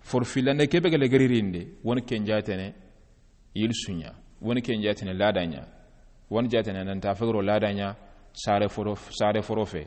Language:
Soninke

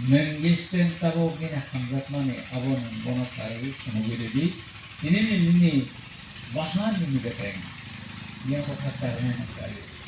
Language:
Kok Borok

